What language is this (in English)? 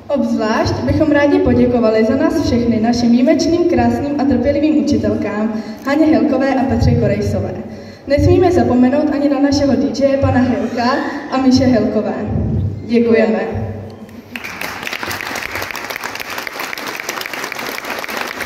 Czech